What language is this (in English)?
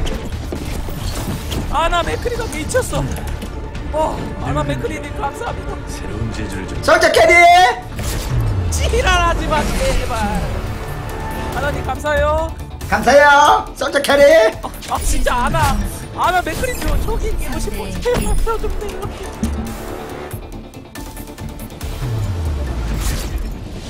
Korean